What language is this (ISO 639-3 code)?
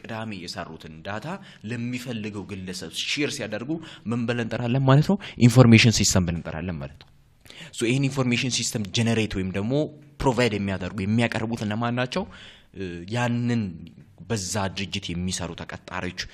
amh